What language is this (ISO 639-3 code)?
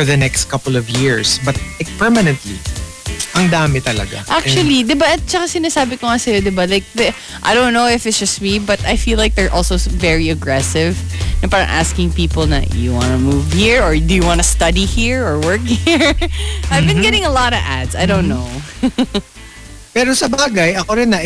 fil